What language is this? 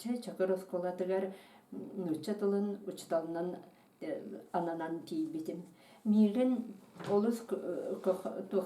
Yakut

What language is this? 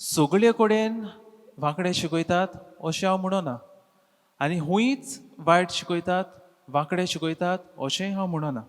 Konkani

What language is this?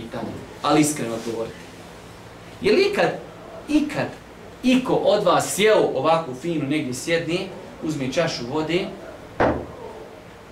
Bosnian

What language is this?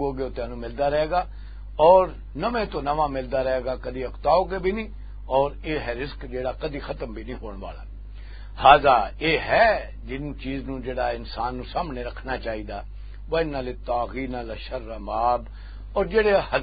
Western Panjabi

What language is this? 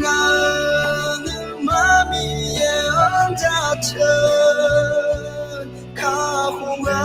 Akha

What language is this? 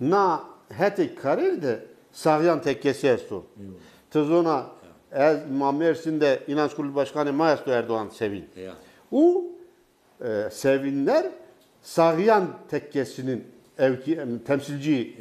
Zaza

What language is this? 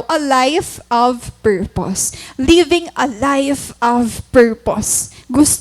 Waray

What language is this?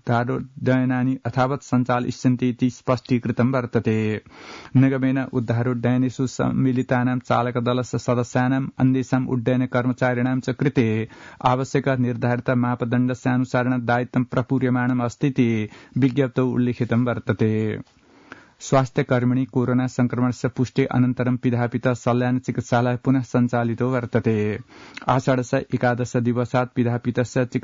Sanskrit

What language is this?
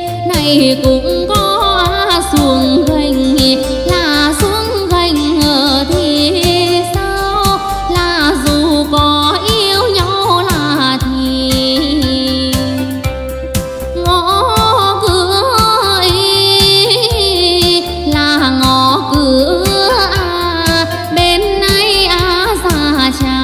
Vietnamese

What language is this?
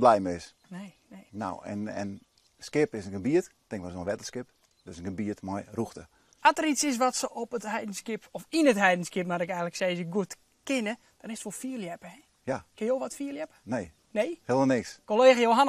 Western Frisian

